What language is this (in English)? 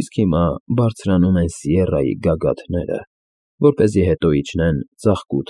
Armenian